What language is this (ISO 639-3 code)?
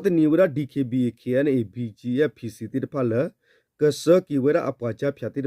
ksw